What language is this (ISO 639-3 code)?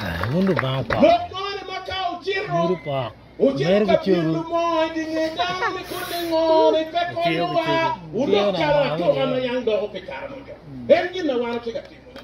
ach